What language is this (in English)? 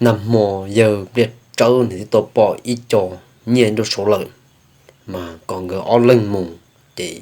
Hmong